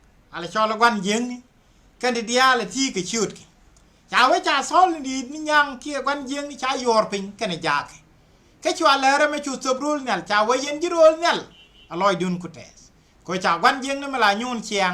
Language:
Nuer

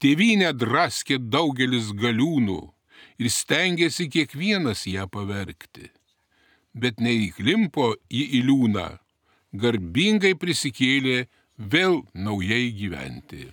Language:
Lithuanian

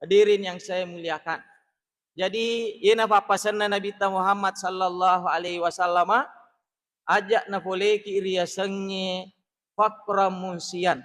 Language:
Buginese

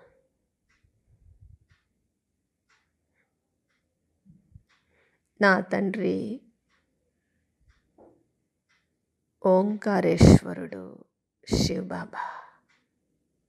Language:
Telugu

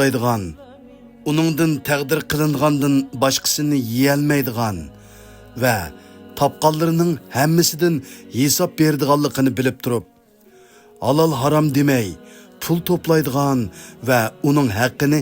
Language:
Uyghur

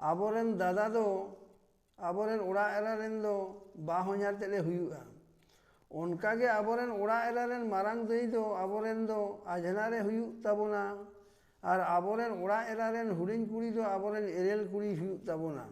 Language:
Santali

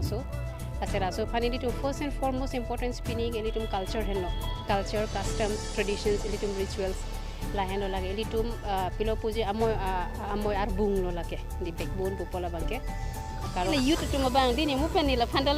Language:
Karbi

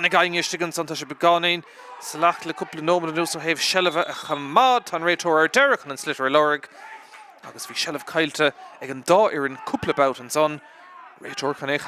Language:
Irish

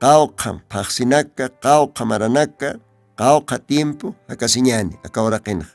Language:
Aymara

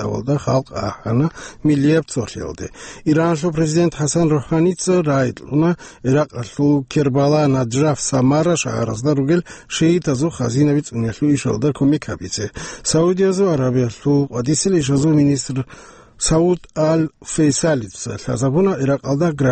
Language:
Avaric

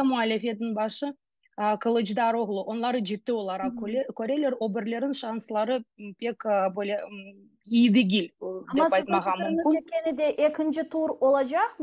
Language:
Crimean Tatar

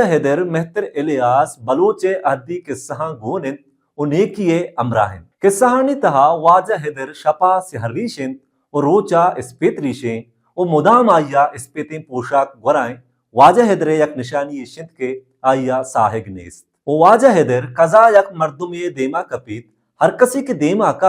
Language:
Baluchi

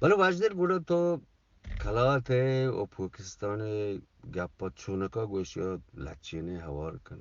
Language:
Eastern Balochi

